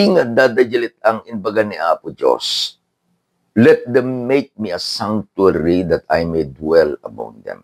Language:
Iloko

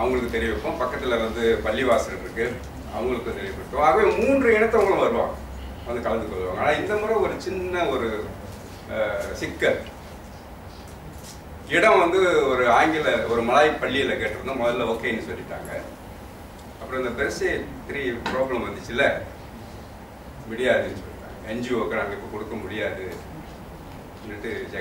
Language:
Tamil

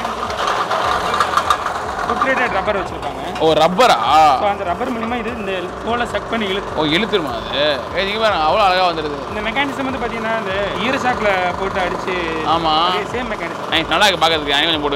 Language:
Tamil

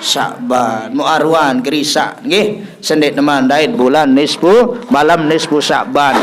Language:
Sasak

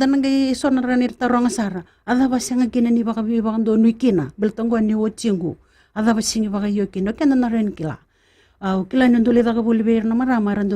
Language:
Fijian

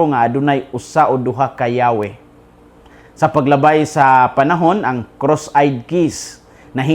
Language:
Cebuano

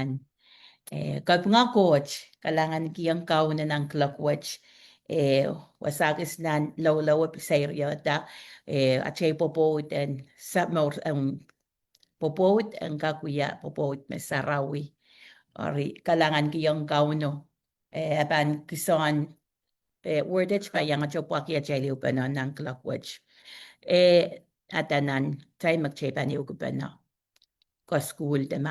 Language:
Pohnpeian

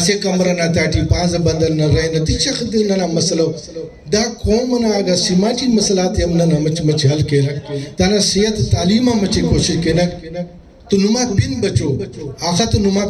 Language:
Brahui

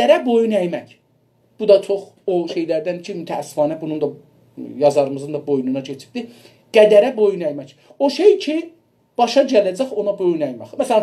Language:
South Azerbaijani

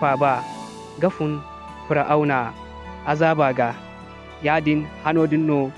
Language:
Zarma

